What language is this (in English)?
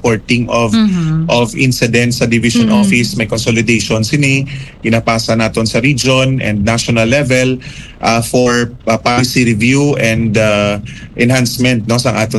Hiligaynon